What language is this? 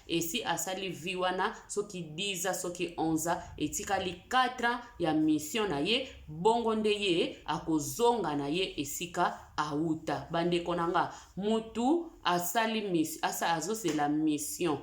Lingala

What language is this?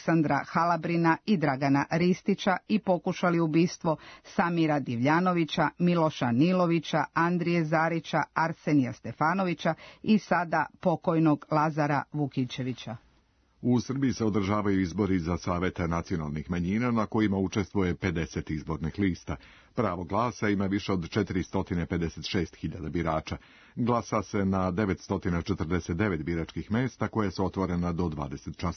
Serbian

